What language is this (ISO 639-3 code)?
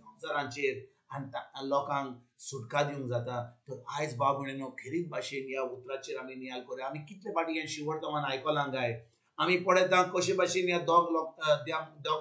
kok